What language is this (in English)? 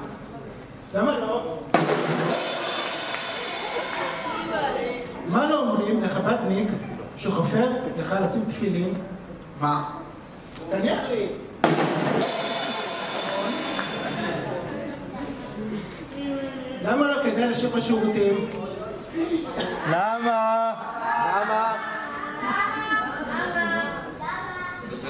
Hebrew